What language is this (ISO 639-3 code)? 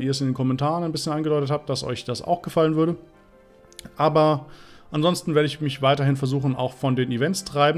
deu